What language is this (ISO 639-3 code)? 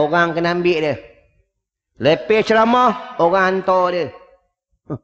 msa